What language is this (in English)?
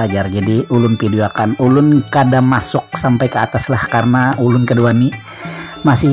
Banjar